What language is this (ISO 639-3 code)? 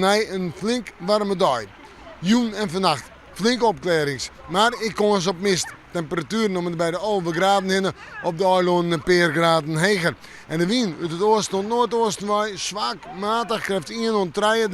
fry